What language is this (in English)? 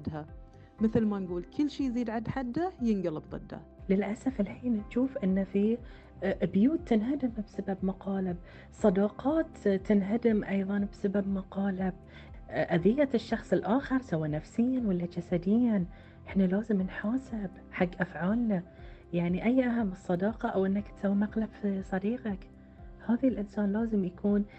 Gulf Arabic